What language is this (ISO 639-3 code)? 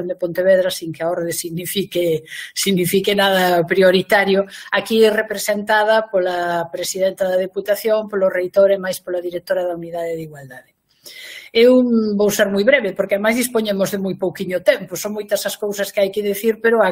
glg